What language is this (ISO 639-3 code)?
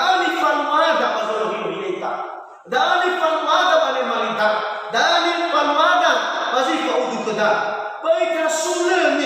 nia